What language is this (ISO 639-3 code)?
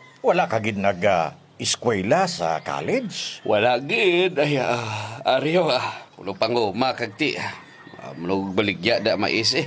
hil